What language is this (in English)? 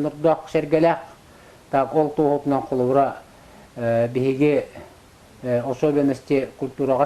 Yakut